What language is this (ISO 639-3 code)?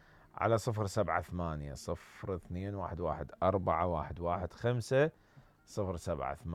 acm